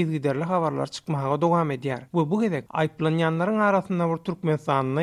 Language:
Turkmen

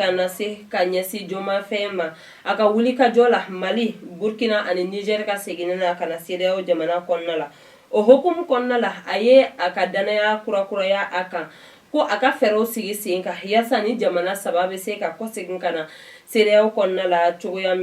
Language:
Bambara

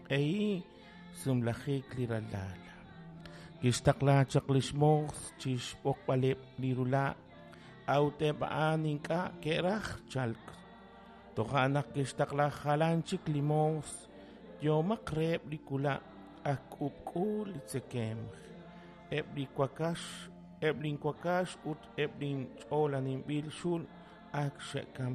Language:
Kekchí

